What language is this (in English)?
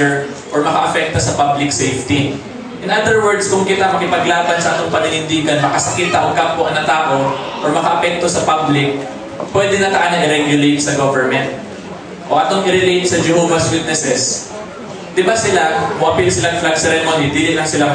Cebuano